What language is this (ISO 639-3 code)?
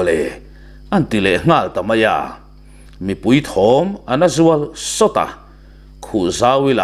lus